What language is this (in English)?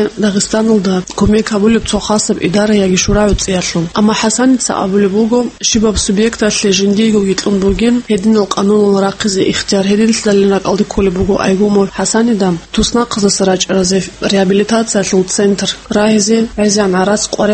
Avaric